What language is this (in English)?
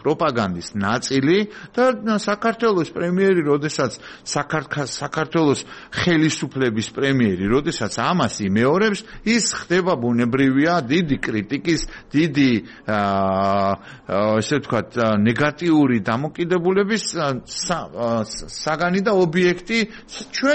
Georgian